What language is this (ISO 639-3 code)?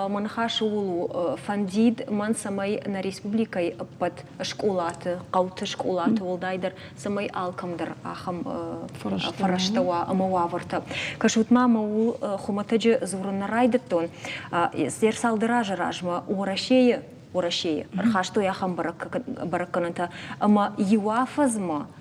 oss